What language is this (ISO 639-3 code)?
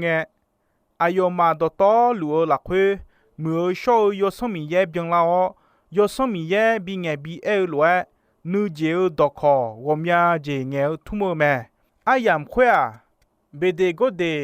ahk